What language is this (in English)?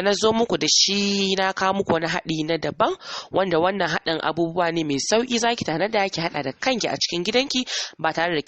Hausa